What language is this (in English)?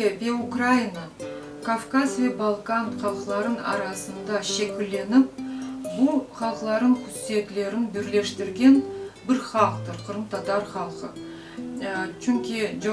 Crimean Tatar